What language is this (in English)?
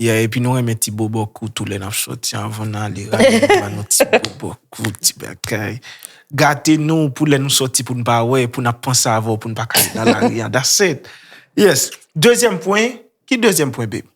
Haitian Creole